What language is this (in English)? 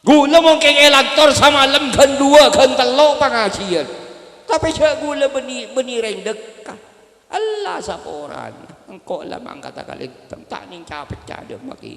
Madurese